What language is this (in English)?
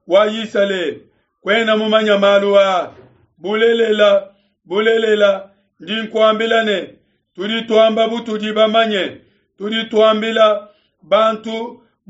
Luba-Lulua